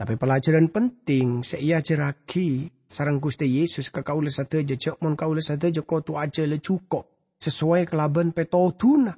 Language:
Madurese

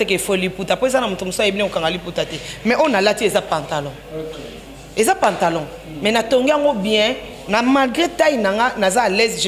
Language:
Lingala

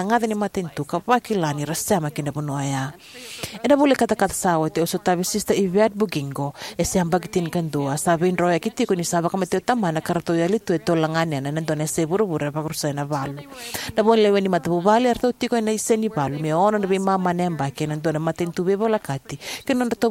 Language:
Fijian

